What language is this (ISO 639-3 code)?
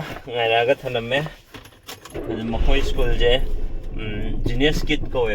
mni